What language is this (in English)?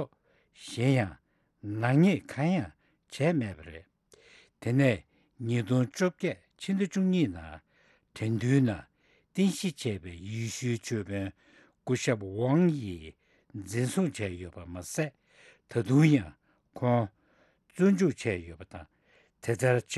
Tibetan